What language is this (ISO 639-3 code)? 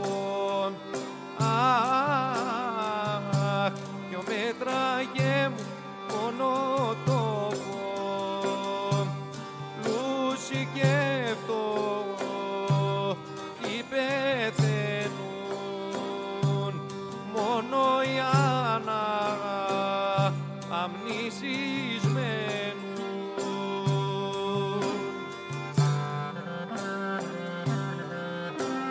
ell